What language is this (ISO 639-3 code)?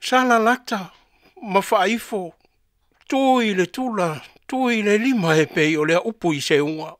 smo